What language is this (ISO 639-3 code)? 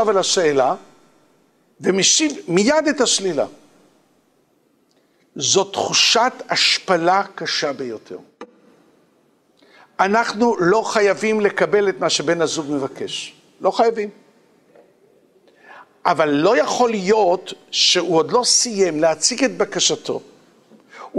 heb